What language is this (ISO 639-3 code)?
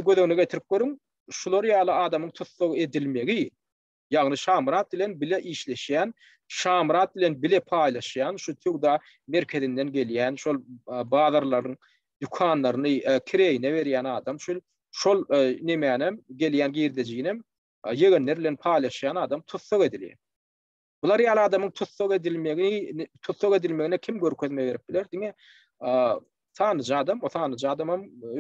tuk